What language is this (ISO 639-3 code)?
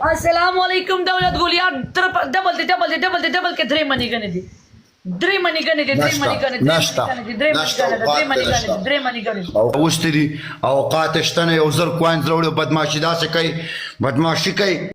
pus